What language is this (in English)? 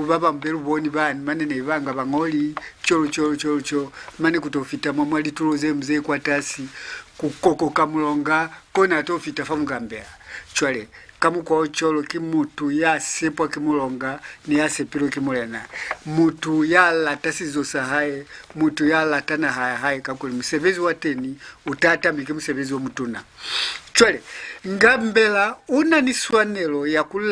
Lozi